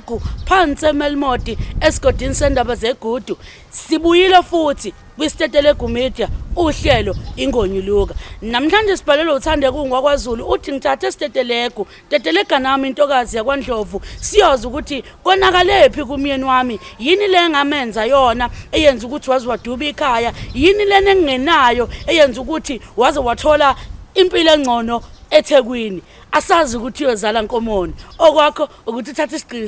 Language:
Zulu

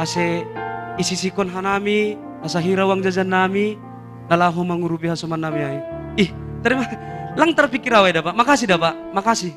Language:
Batak Simalungun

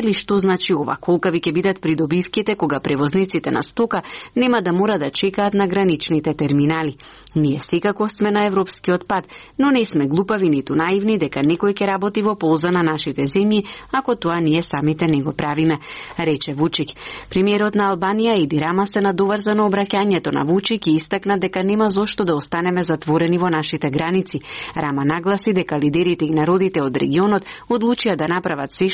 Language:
Macedonian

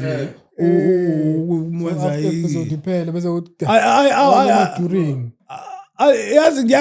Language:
Zulu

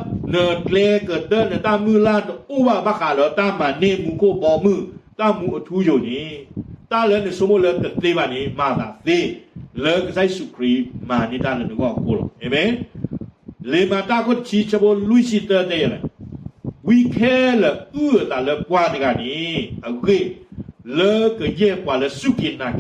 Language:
S'gaw Karen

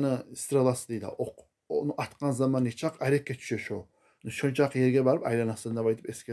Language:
Kumyk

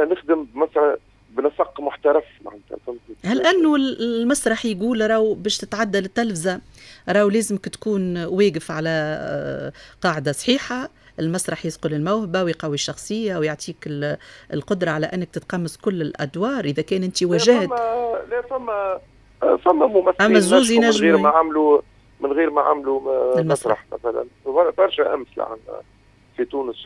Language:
Tunisian Arabic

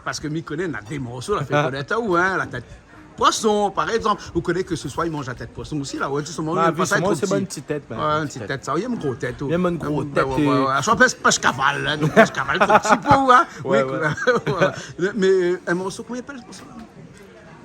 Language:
Réunion Creole French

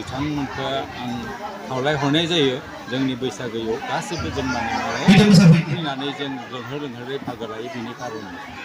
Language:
Bodo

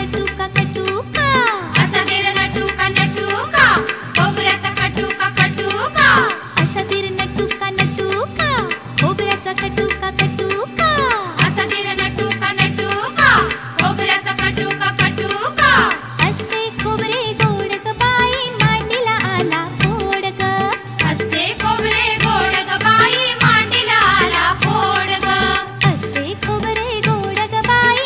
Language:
Marathi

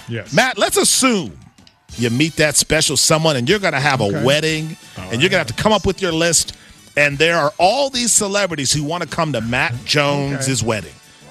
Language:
English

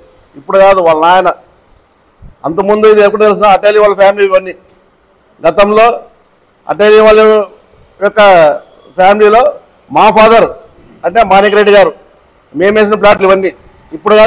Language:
Telugu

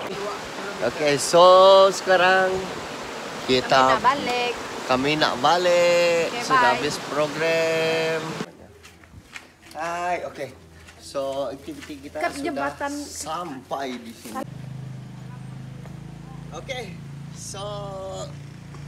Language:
Malay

